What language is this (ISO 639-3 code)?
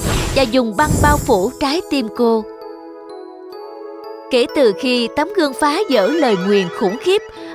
vie